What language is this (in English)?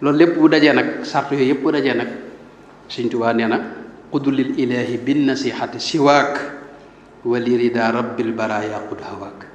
Wolof